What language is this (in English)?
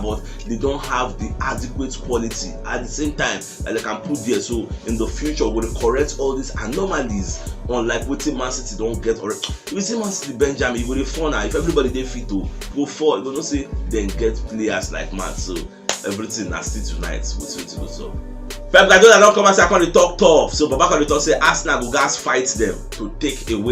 Nigerian Pidgin